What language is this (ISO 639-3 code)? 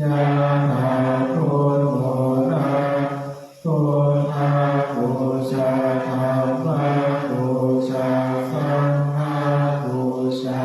pli